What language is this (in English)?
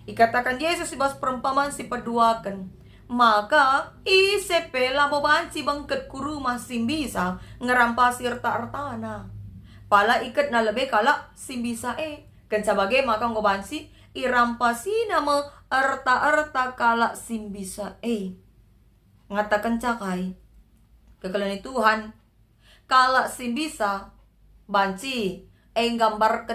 Batak Karo